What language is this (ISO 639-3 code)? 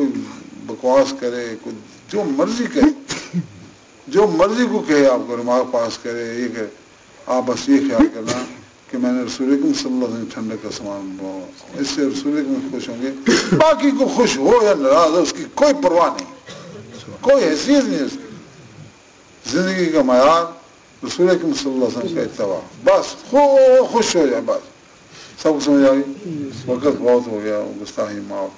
urd